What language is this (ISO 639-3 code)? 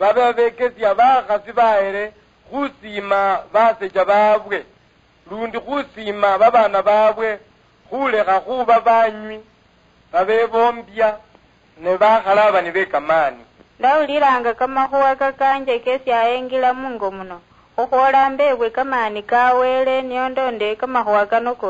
luy